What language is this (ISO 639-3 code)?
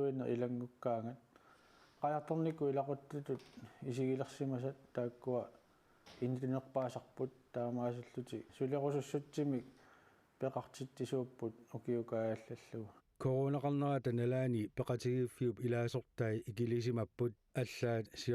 kal